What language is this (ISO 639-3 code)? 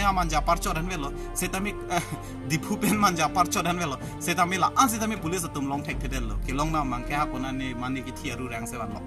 mjw